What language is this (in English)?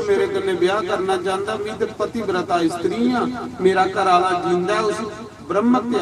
Dogri